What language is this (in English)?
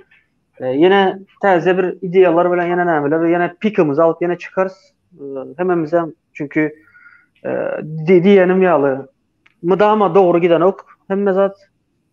Turkmen